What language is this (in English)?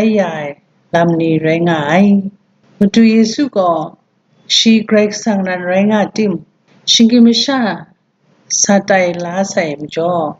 Kachin